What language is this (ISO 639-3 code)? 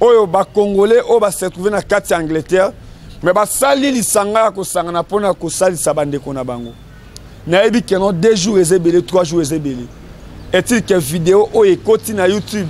lin